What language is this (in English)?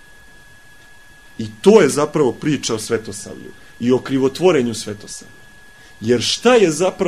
Serbian